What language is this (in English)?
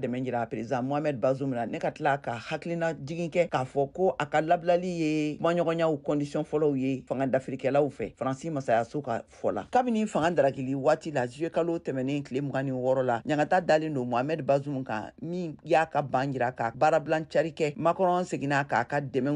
Bambara